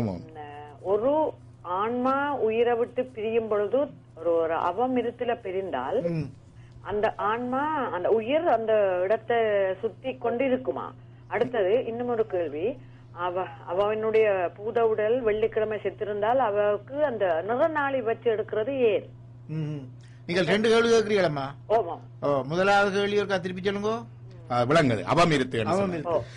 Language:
Tamil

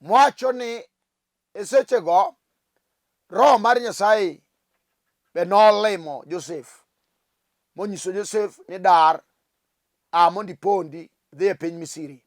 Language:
Luo (Kenya and Tanzania)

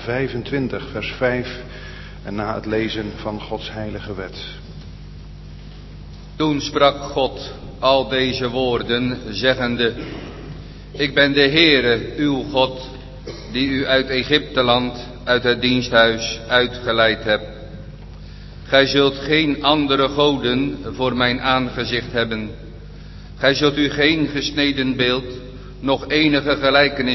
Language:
Dutch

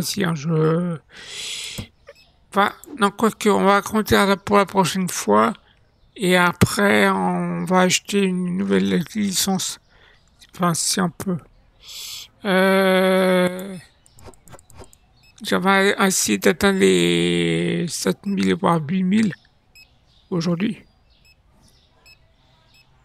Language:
French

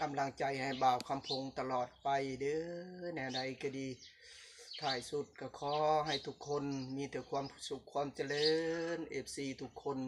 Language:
Lao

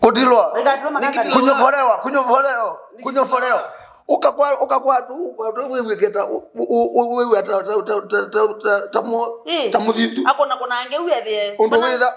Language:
Kamba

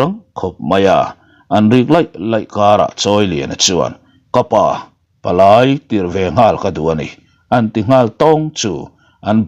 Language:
Mizo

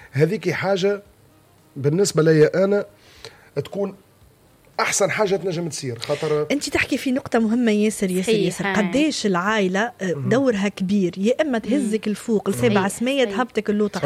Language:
Tunisian Arabic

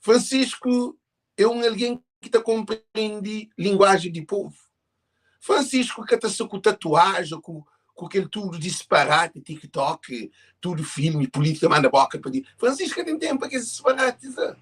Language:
Kabuverdianu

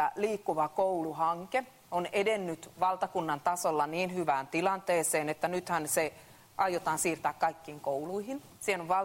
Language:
Finnish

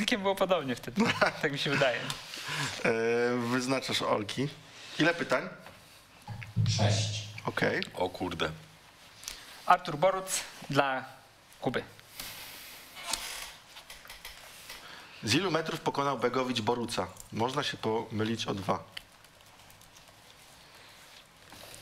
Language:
Polish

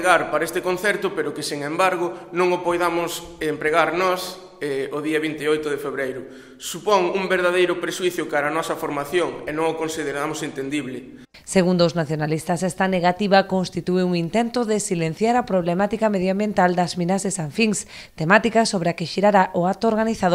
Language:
Galician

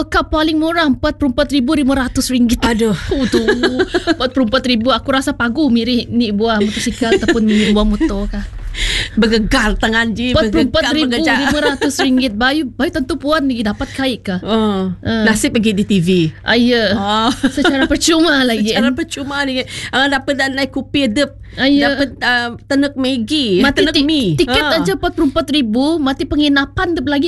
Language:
Malay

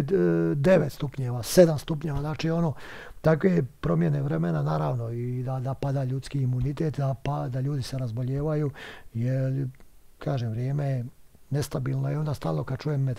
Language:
Bosnian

